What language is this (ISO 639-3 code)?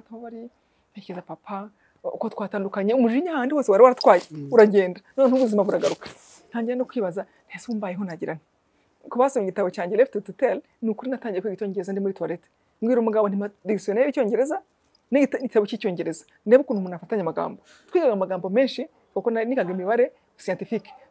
kin